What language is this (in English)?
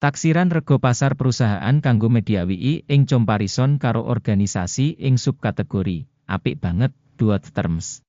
Javanese